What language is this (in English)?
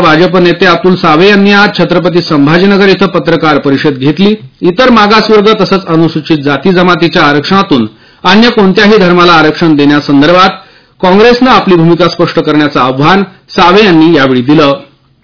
Marathi